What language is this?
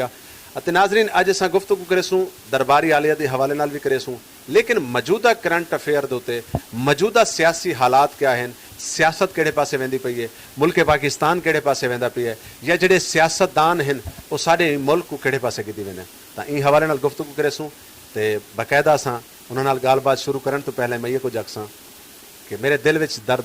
Saraiki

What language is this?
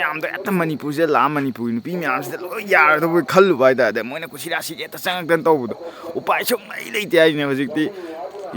Manipuri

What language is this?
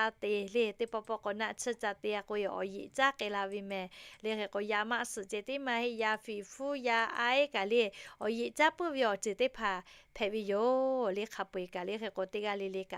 Lahu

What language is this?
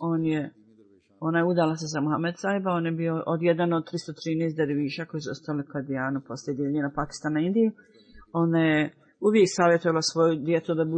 Bosnian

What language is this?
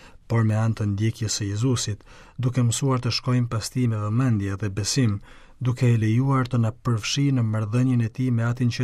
Albanian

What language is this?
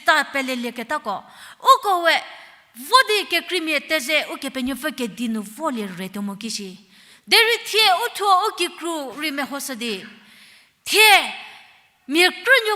Angami Naga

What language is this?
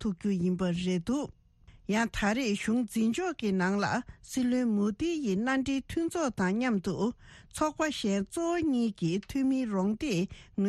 Tibetan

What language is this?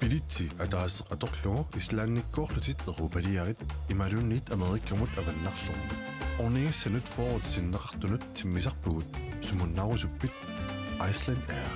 Kalaallisut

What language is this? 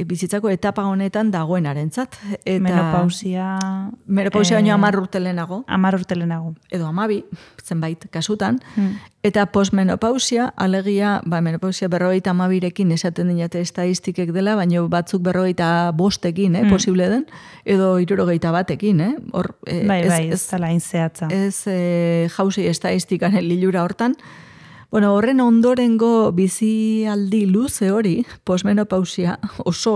Basque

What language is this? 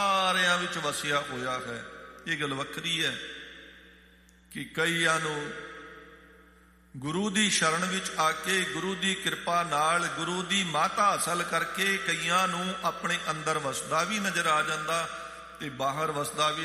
Punjabi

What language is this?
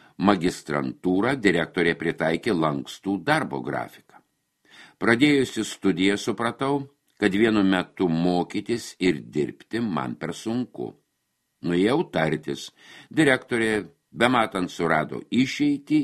Lithuanian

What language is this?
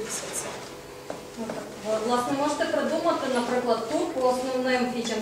Ukrainian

